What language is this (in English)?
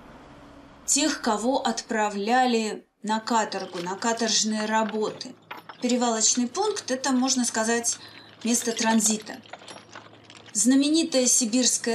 Russian